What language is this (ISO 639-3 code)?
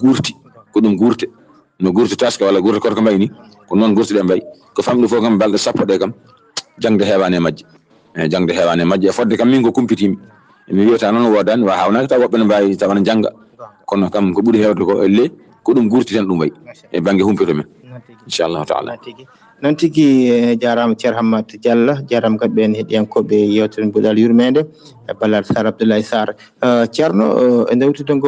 ful